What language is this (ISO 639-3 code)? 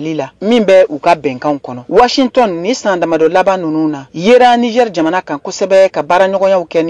bam